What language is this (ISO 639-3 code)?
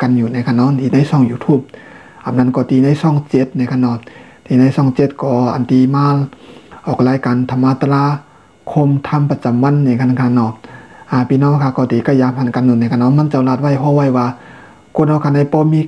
shn